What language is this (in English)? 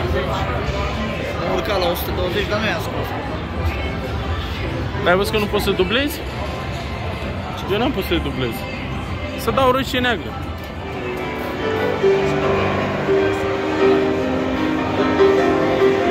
Romanian